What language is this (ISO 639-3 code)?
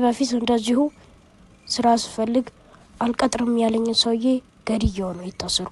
amh